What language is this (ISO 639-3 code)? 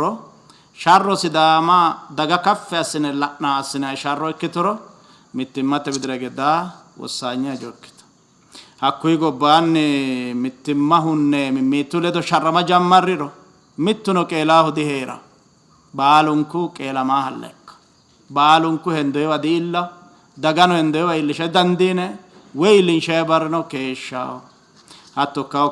sid